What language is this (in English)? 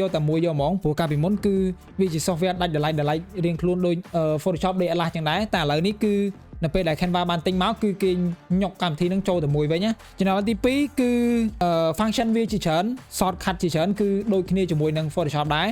Khmer